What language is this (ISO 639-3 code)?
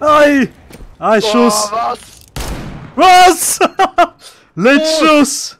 gsw